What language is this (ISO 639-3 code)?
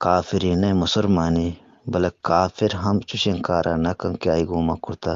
bgp